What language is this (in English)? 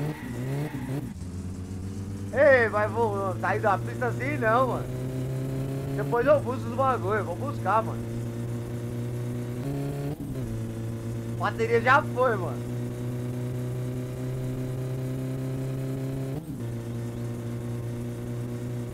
Portuguese